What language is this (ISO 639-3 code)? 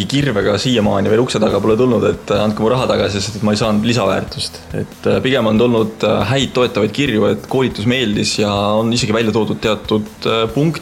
est